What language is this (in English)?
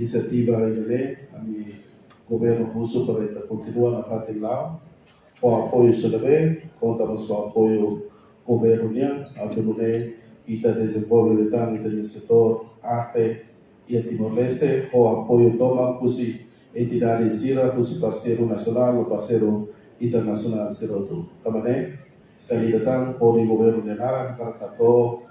Tetum